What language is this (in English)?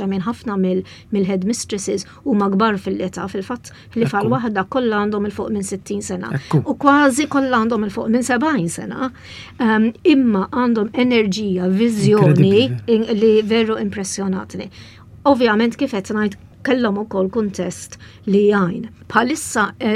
Maltese